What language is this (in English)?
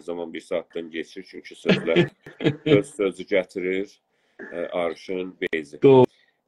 South Azerbaijani